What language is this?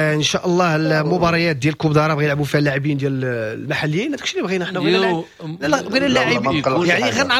Moroccan Arabic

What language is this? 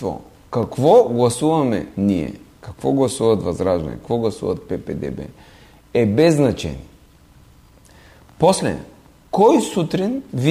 Bulgarian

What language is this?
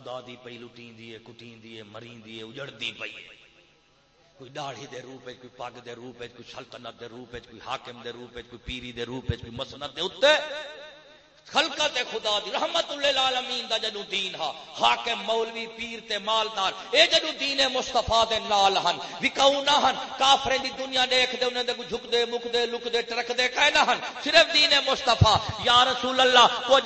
Saraiki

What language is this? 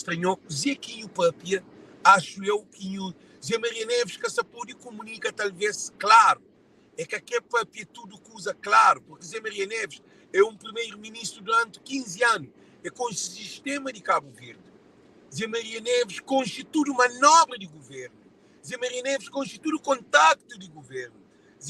Kabuverdianu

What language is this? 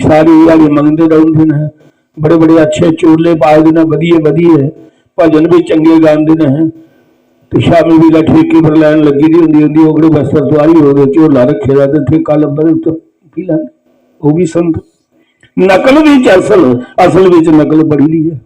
Dogri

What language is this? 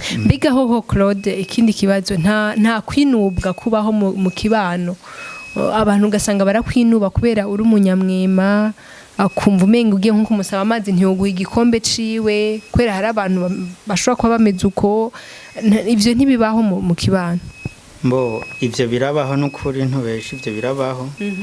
Rundi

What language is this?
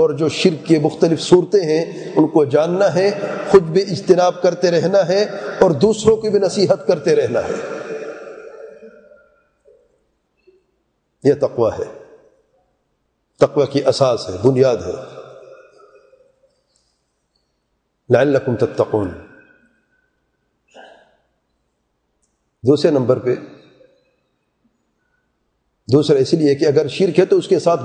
Urdu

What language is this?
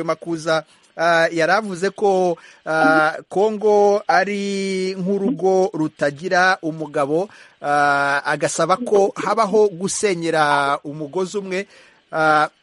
Kinyarwanda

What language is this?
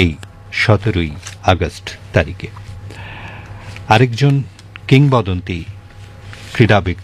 Bangla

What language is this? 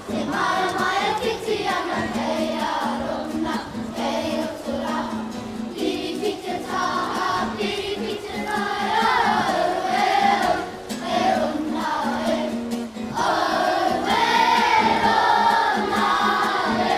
Māori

